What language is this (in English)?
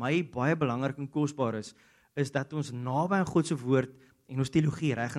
Afrikaans